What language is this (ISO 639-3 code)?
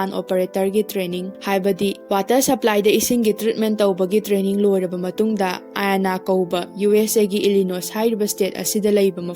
mni